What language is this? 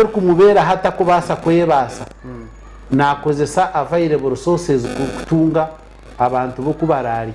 Nyankole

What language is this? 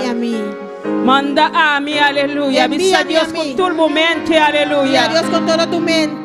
Papiamento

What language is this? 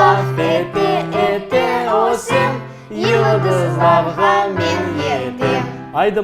Crimean Tatar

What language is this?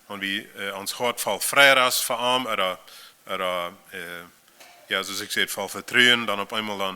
Plautdietsch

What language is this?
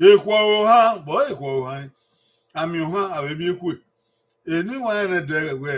Bini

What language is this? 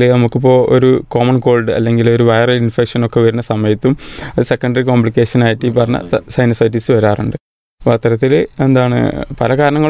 Malayalam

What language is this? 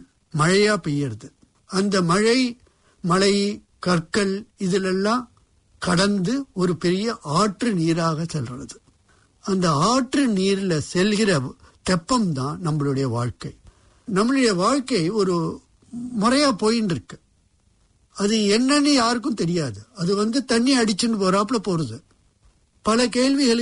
Tamil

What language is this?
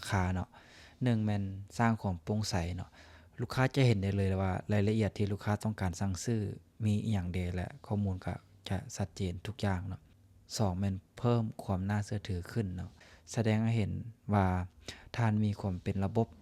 Lao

